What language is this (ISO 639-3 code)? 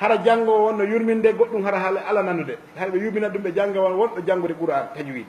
ful